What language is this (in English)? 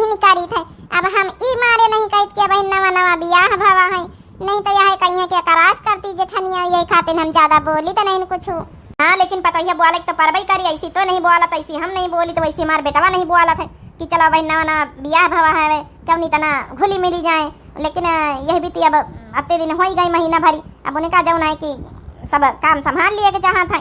Awadhi